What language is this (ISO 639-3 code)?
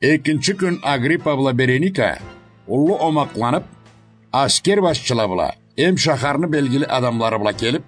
krc